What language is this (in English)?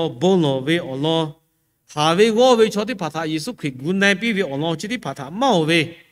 Lahu